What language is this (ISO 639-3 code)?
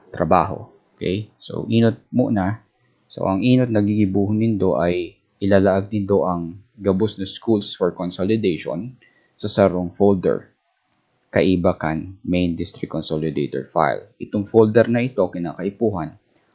bik